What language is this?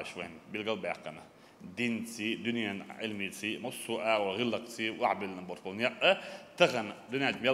Chechen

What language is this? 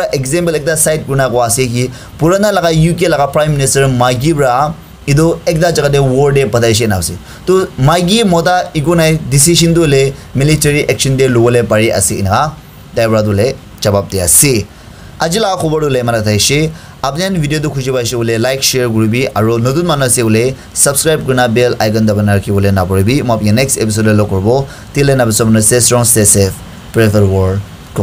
Naga Pidgin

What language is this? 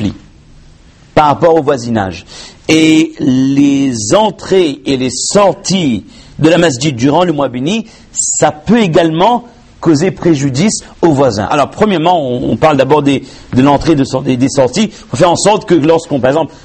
French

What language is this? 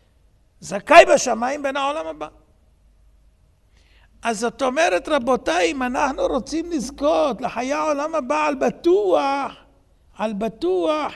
Hebrew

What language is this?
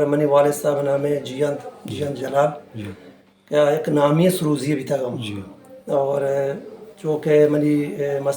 Baluchi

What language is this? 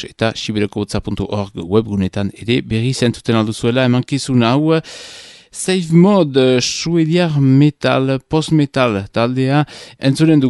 Basque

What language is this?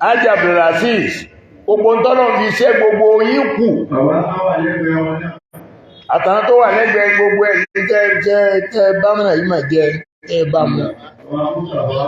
Yoruba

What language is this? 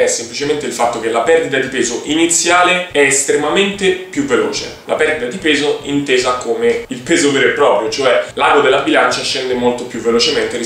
Italian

